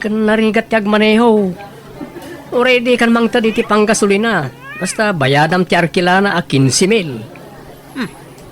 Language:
Iloko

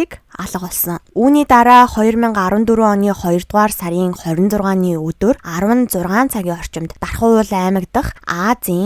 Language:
Mongolian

